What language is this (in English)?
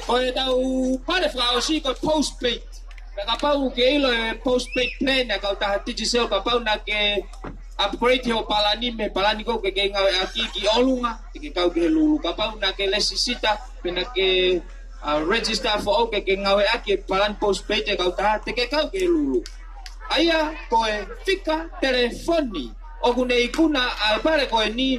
Tongan